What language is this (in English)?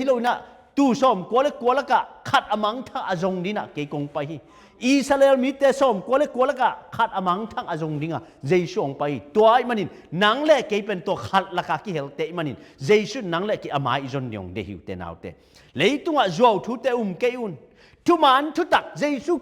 Tedim Chin